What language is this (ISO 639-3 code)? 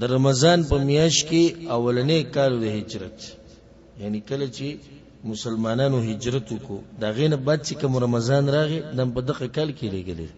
pus